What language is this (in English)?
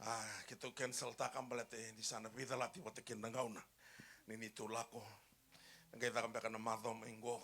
Fijian